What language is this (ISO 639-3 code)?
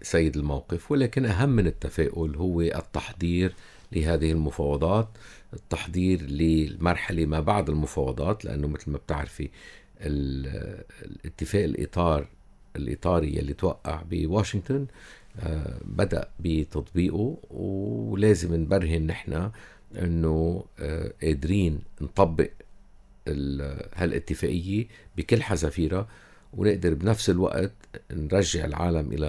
apc